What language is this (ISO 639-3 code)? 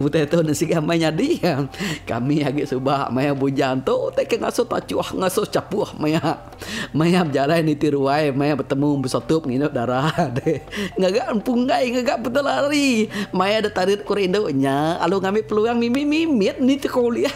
iba